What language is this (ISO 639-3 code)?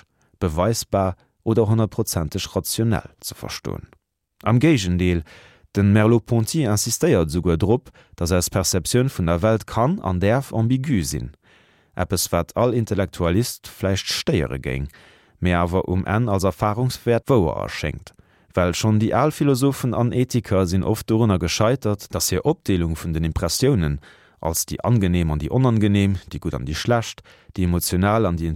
ltz